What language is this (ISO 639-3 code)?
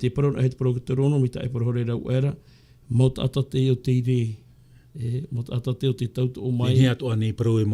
tah